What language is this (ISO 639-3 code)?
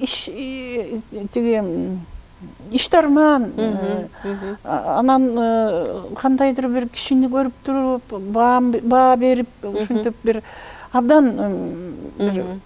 kir